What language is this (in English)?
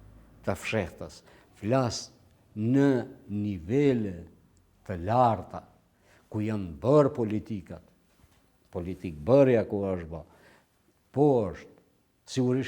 Albanian